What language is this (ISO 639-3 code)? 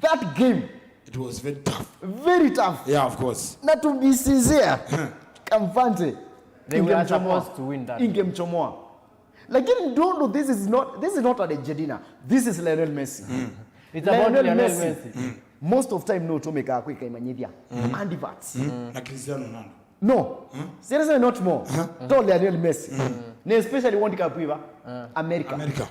kam